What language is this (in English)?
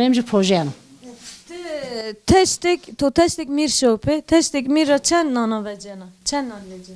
Zaza